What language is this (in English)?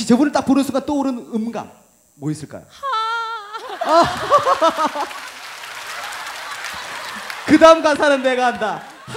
Korean